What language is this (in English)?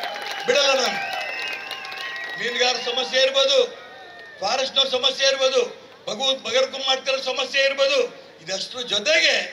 Kannada